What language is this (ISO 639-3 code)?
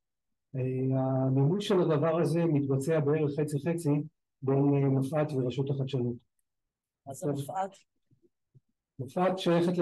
heb